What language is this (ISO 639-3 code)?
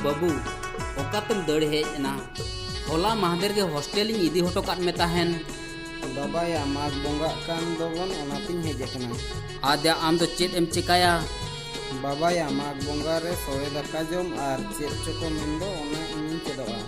sat